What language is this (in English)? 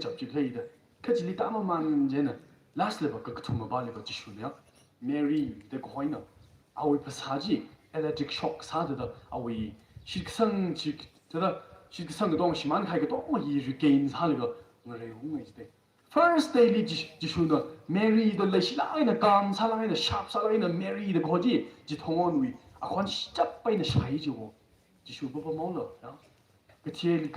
Tangkhul Naga (India)